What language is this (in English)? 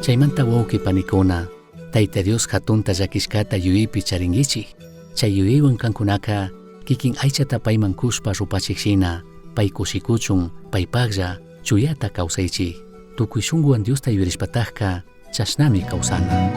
Chimborazo Highland Quichua